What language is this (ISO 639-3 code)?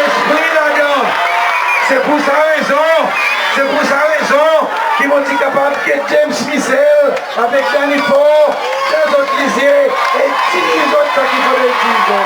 crs